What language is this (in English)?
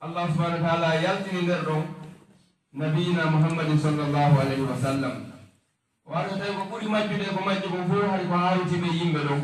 Fula